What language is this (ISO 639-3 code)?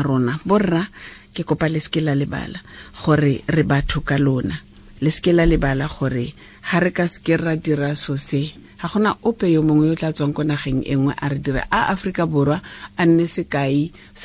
tsn